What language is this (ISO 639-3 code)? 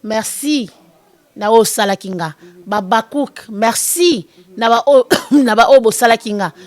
lin